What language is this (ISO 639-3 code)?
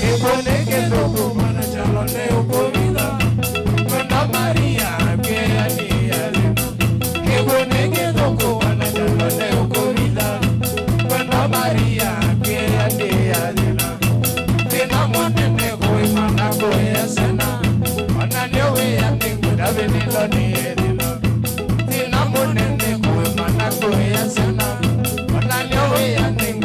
kam